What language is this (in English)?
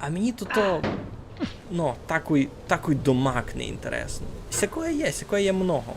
Rusyn